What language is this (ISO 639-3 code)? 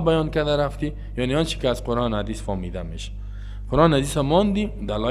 fas